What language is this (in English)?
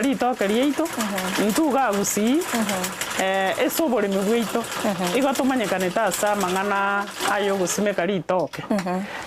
Gusii